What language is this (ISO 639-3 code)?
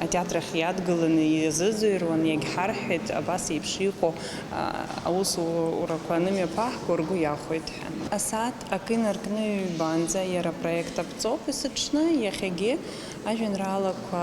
abk